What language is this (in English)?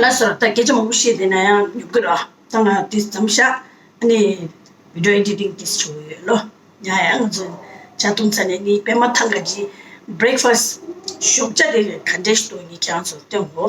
Tibetan